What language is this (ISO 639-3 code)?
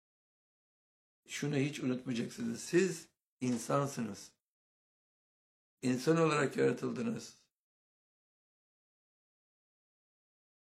tur